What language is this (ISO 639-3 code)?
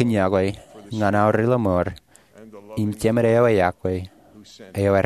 mah